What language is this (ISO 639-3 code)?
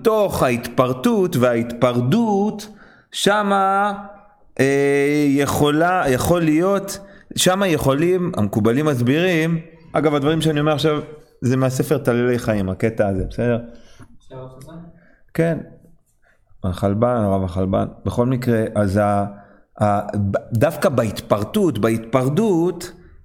heb